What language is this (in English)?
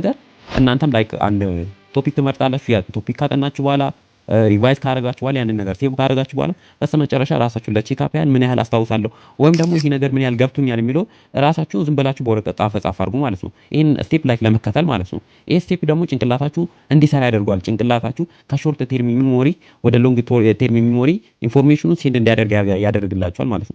Amharic